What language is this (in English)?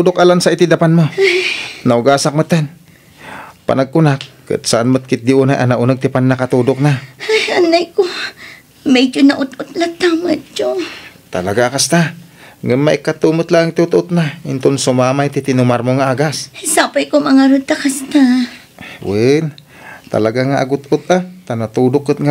Iloko